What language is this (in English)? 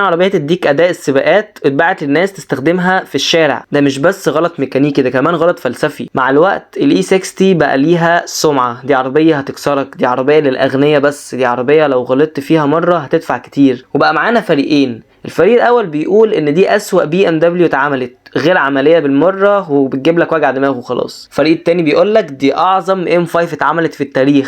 Egyptian Arabic